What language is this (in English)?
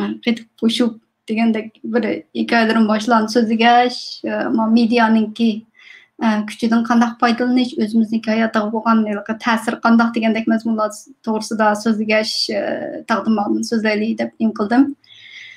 Uyghur